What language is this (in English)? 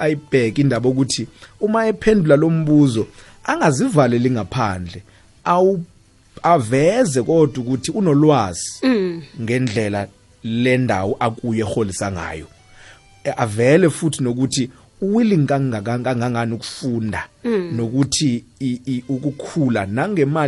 South Ndebele